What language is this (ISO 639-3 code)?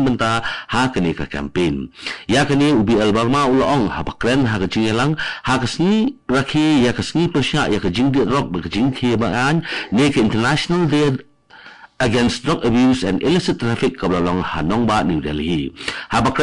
kha